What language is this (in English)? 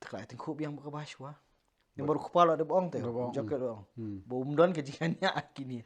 Khasi